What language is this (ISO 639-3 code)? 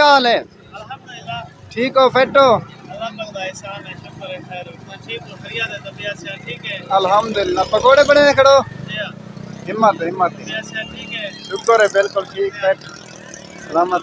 skr